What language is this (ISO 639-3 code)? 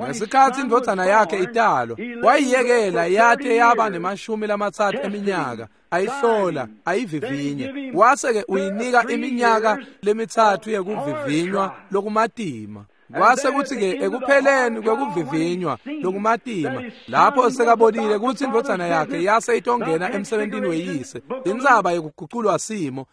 ssw